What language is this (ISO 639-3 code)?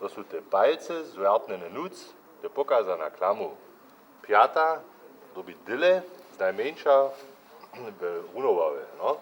hsb